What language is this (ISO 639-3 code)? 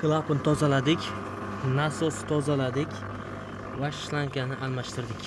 uzb